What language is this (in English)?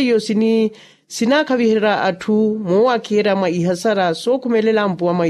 Makhuwa